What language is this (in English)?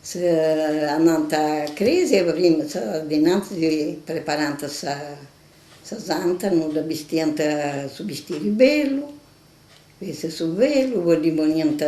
Sardinian